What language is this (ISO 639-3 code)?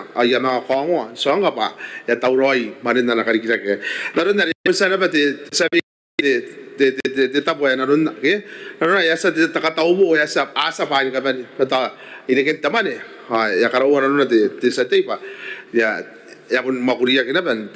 gil